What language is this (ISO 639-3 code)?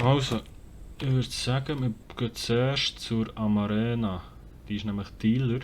gsw